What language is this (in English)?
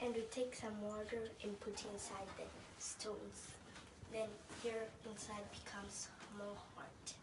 Luo (Kenya and Tanzania)